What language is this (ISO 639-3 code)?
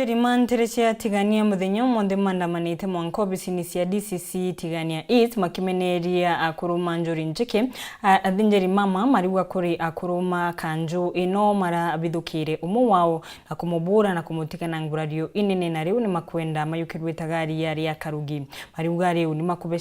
mer